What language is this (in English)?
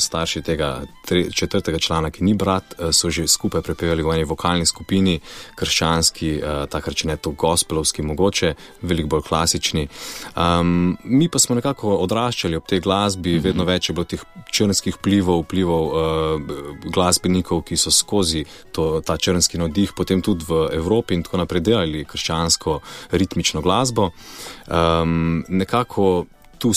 Slovenian